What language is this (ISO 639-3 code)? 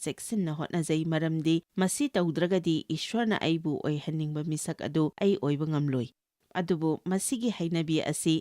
mni